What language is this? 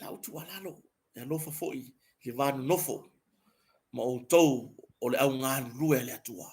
Samoan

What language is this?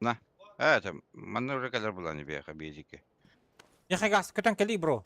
Yakut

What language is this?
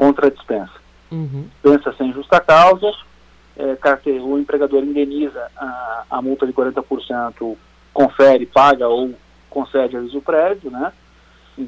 Portuguese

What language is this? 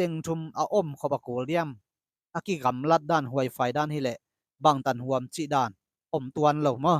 Tedim Chin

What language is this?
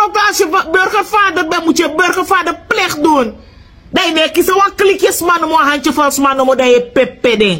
Sranan Tongo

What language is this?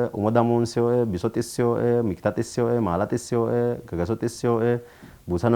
Sidamo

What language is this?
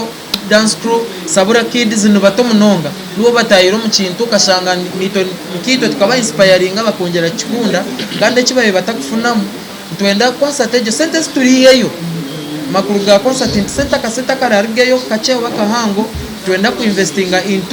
Nyankole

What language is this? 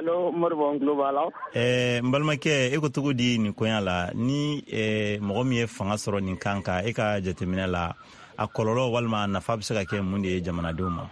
Bambara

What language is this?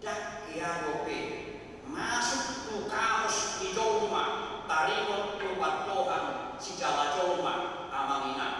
Batak Toba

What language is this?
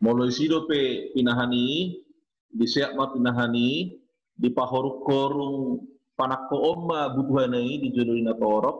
Batak Toba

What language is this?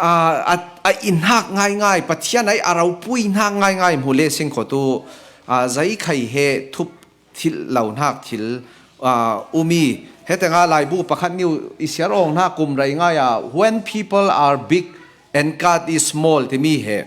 Falam Chin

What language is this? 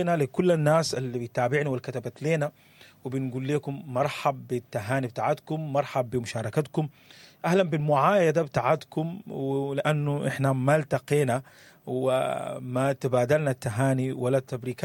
Sudanese Arabic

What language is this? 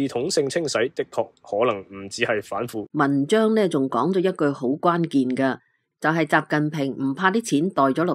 Cantonese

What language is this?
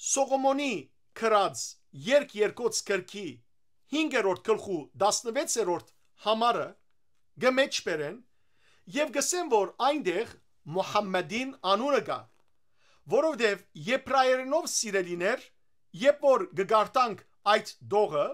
Western Armenian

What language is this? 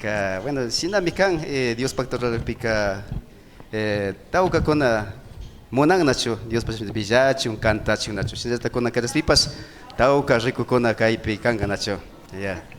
Imbabura Highland Quichua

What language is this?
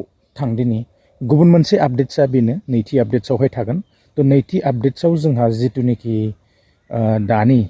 Bodo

